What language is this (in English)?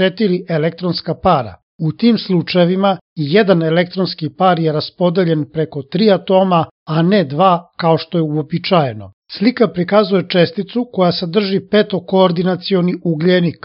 Serbian